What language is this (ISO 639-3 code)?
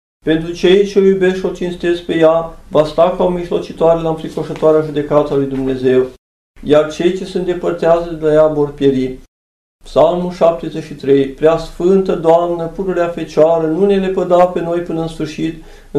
ron